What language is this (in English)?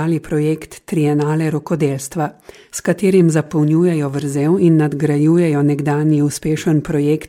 Slovenian